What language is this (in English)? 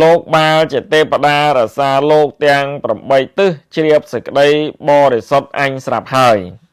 Khmer